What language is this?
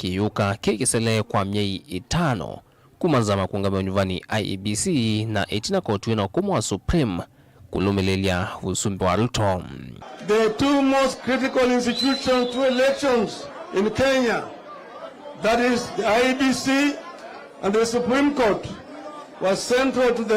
Kamba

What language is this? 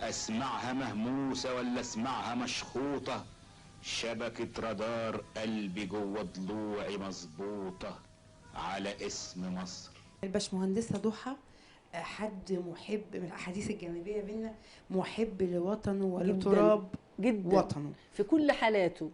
Egyptian Arabic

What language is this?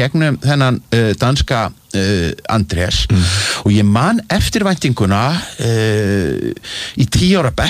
Icelandic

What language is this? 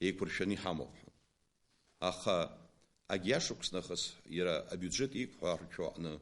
Abkhazian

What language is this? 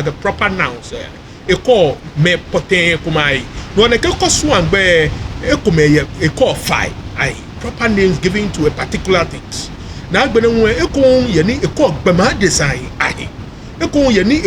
Ga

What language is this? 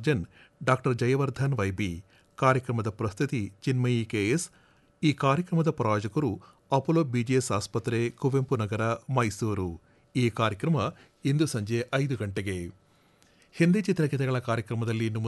Kannada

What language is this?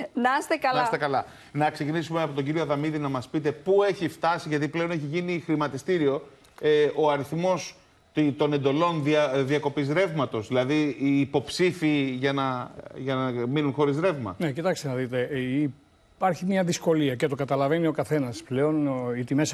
Greek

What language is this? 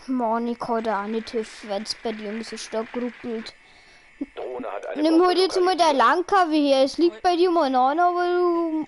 Bavarian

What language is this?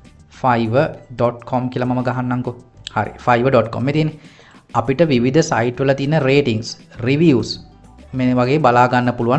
Sinhala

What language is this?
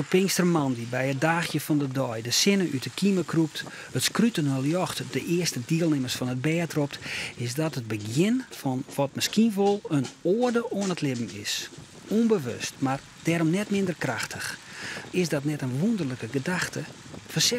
Western Frisian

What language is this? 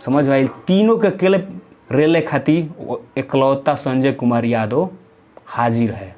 Bhojpuri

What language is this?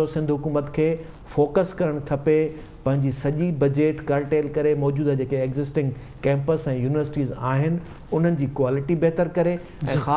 Sindhi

